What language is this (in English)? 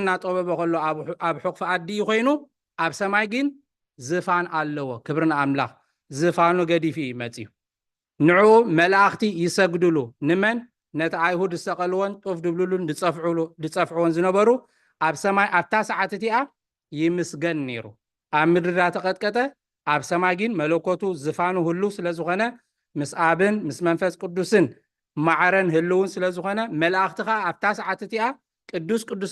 Tigrinya